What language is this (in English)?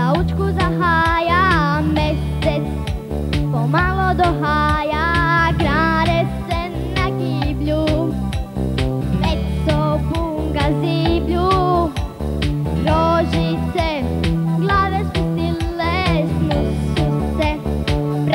Croatian